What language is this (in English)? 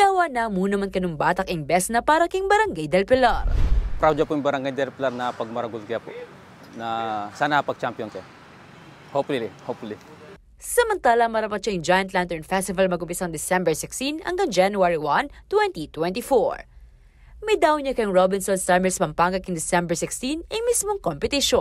Pampanga